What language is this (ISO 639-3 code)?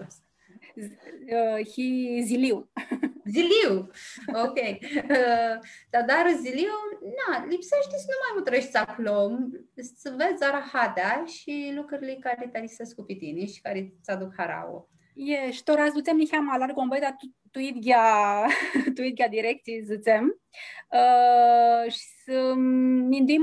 rup